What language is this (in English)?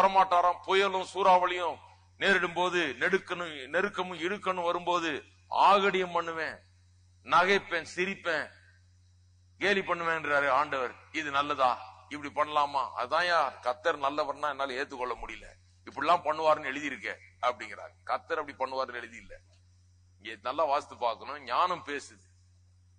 Tamil